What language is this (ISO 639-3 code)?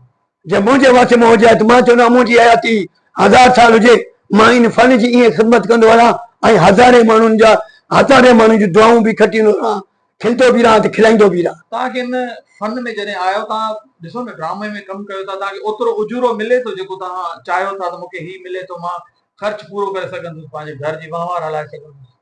snd